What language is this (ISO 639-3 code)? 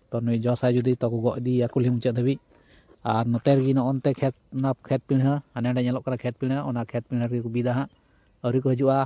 sat